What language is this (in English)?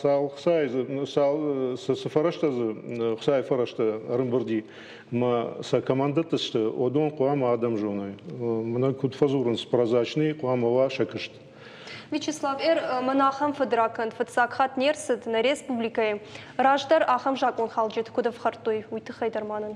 Ossetic